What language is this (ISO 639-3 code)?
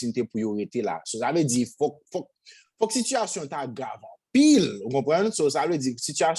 hat